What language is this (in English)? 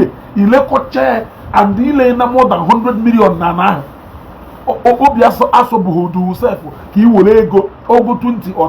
Igbo